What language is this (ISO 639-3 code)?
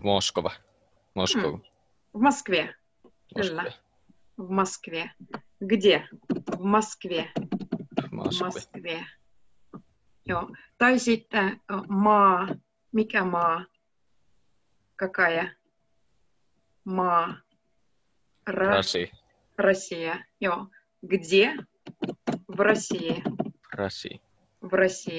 fin